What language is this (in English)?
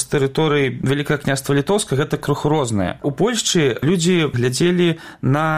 Belarusian